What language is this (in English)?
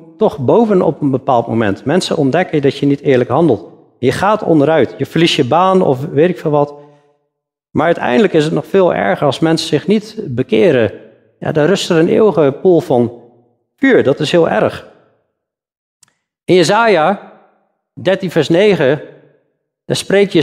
Dutch